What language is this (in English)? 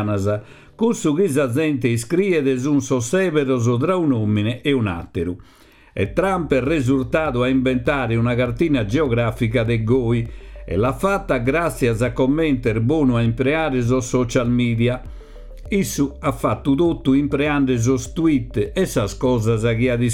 Sardinian